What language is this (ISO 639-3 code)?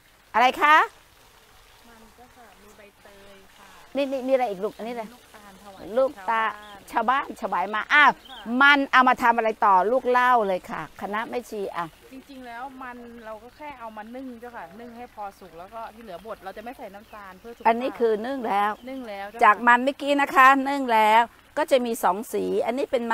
tha